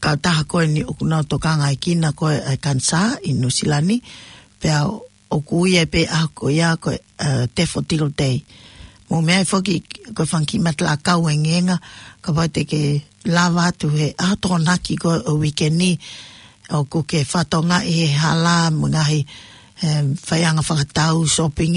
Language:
Tongan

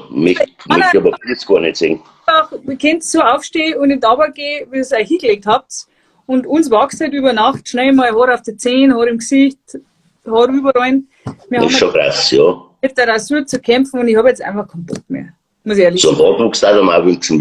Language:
Bavarian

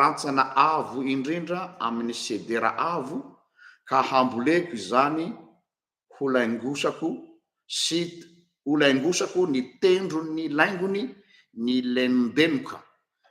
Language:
Malagasy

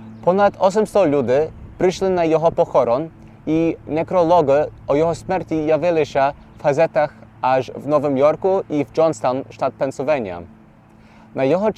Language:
Rusyn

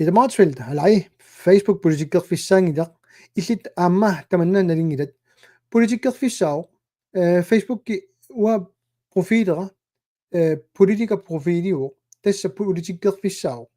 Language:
Kalaallisut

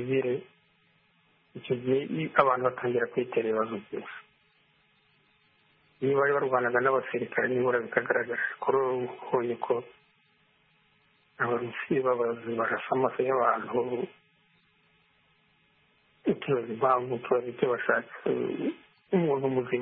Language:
Kinyarwanda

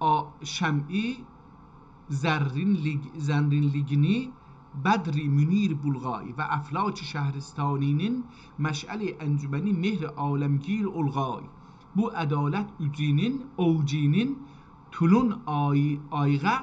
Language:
South Azerbaijani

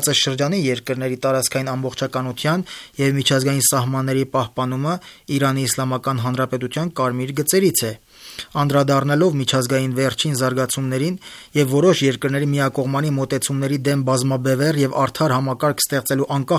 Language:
Armenian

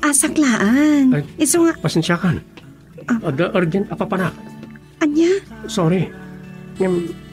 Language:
Iloko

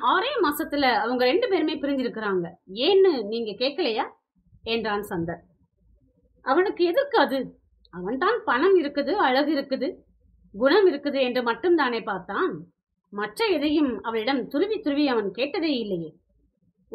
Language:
Tamil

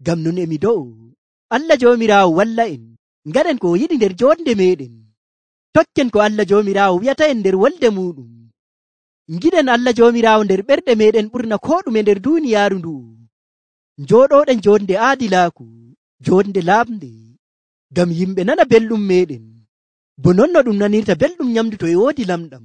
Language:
Nigerian Fulfulde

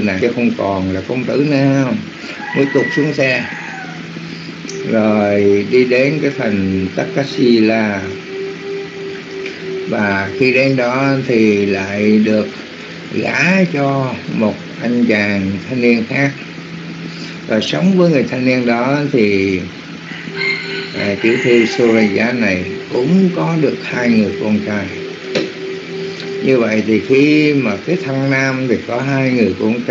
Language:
Vietnamese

